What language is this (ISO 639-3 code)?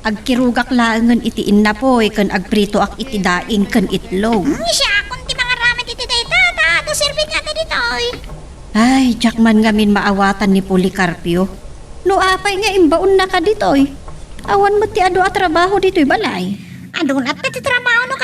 ilo